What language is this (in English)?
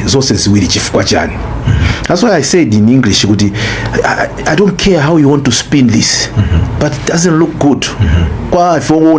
Nyanja